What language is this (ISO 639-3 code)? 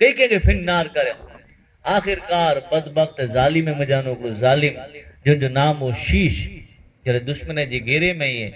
kfr